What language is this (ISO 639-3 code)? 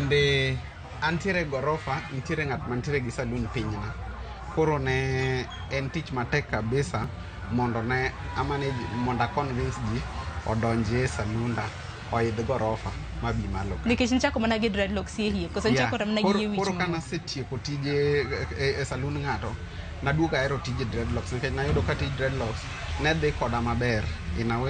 luo